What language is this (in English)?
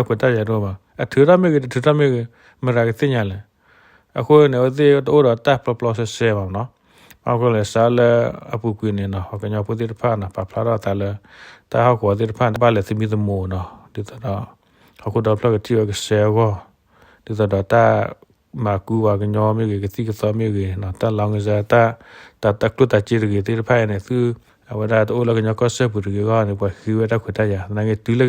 S'gaw Karen